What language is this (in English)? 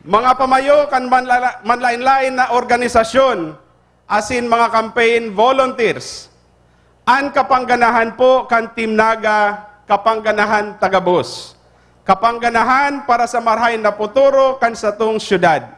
Bikol